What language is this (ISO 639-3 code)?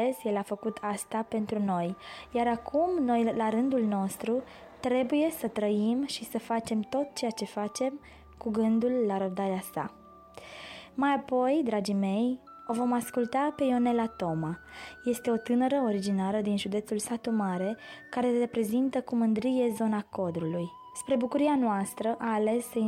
ron